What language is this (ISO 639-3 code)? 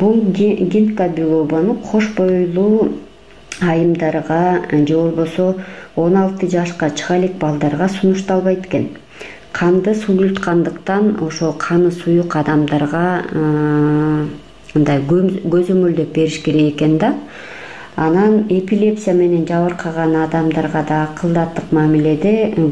kir